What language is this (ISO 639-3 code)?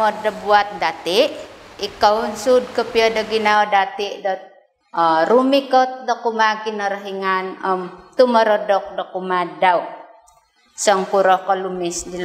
dtp